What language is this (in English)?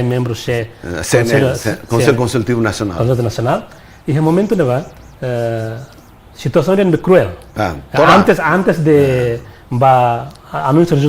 Tetum